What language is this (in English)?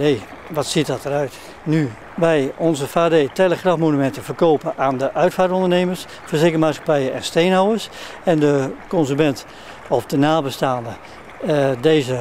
Dutch